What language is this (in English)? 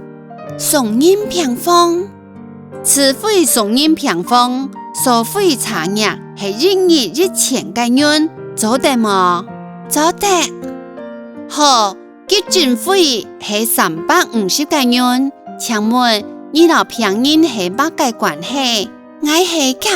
Hakka Chinese